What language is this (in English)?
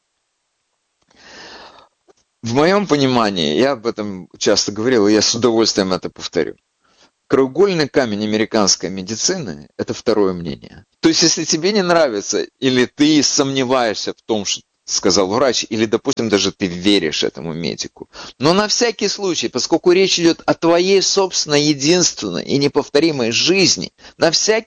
Russian